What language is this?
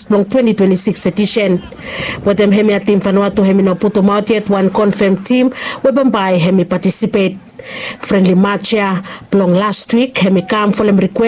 Bislama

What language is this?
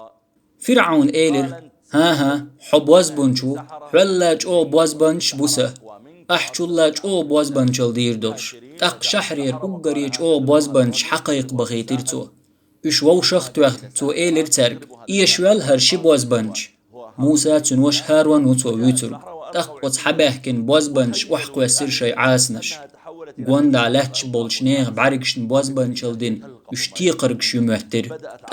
Chechen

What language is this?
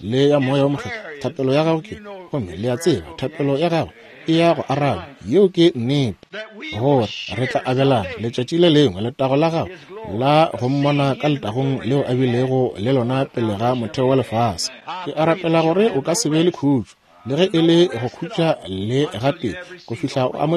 Northern Sotho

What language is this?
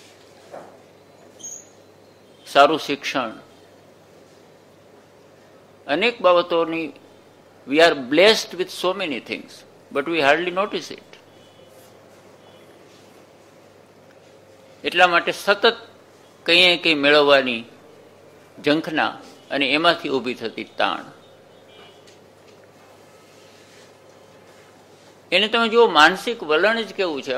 Gujarati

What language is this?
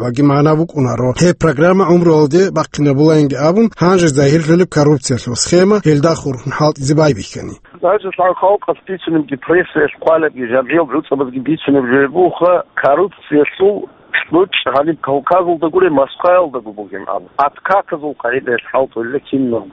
Avaric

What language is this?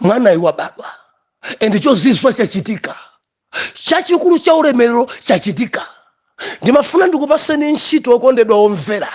Nyanja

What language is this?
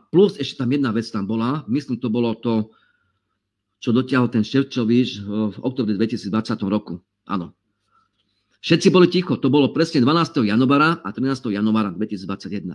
Slovak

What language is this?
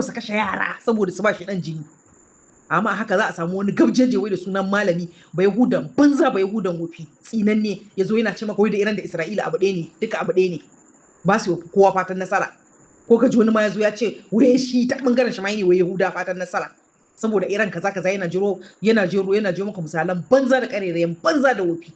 Hausa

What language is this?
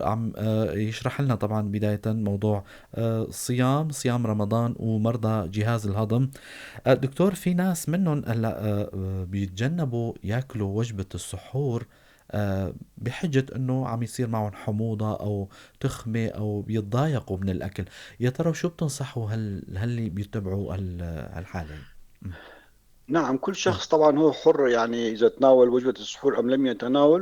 North Levantine Arabic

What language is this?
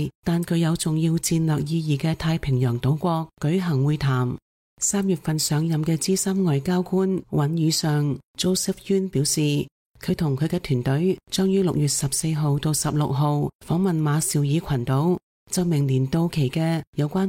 Cantonese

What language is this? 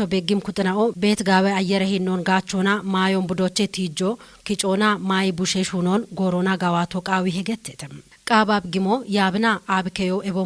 Kafa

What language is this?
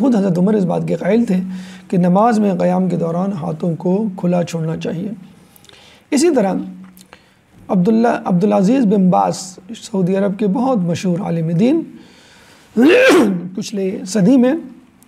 Urdu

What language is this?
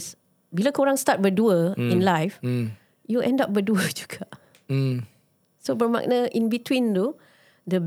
Malay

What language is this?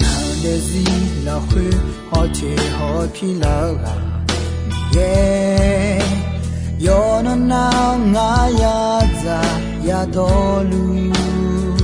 Akha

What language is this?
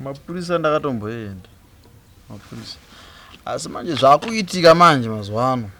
Shona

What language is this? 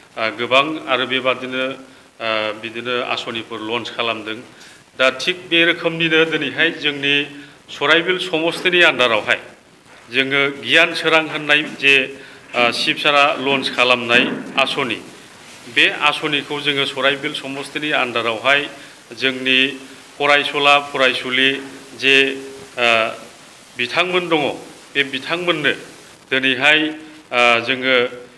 Bodo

